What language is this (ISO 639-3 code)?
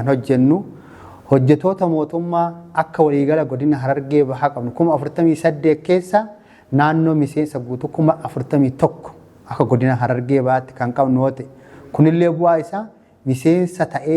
orm